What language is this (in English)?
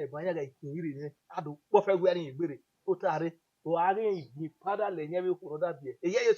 Bini